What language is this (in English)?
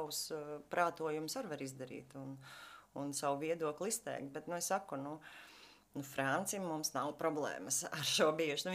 Latvian